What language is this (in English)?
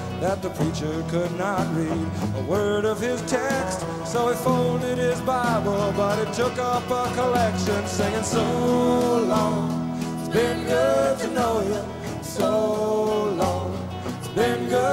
English